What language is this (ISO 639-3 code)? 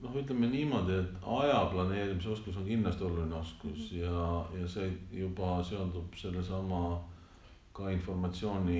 est